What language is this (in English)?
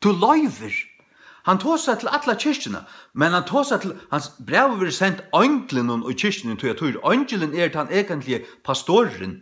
Faroese